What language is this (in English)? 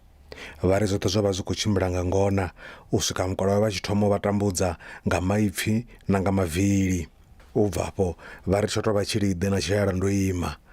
Venda